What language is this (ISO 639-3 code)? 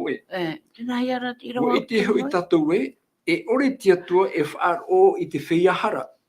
tah